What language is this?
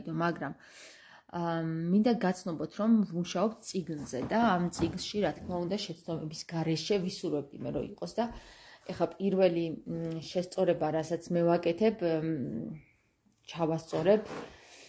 Georgian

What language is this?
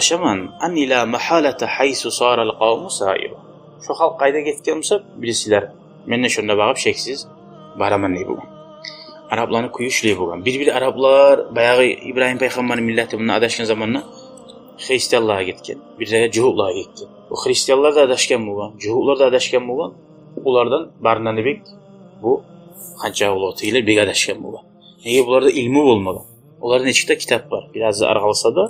Kumyk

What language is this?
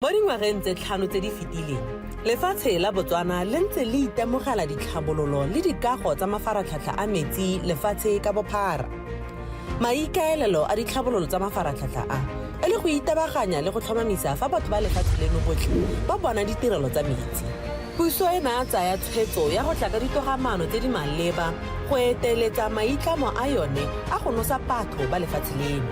Tswana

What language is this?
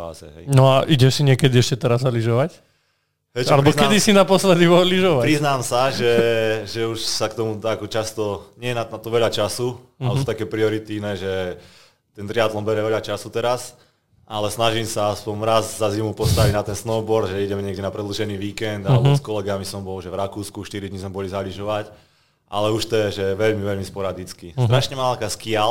Slovak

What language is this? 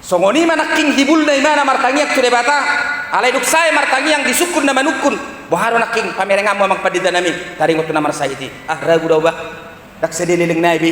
Batak Toba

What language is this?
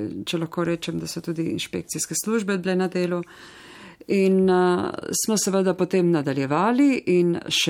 Slovenian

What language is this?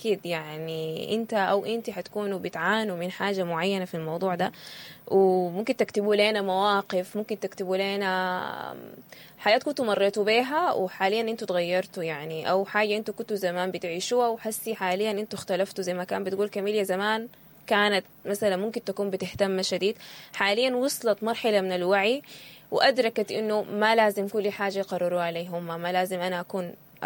Sudanese Arabic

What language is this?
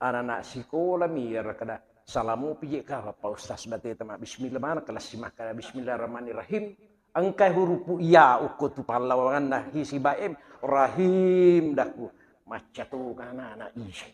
Buginese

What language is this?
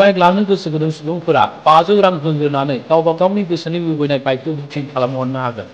Bodo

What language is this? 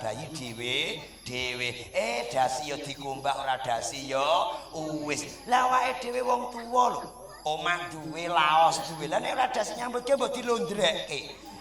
Javanese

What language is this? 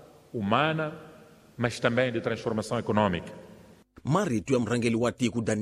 Tsonga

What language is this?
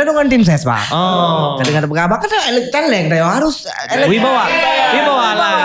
Achinese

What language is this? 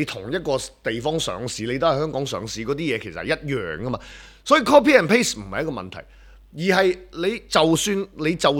Cantonese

